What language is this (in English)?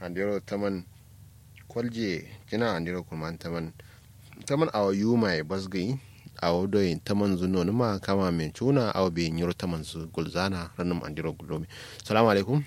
Kanuri